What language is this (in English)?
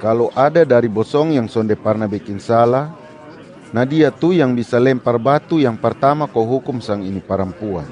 Kupang Malay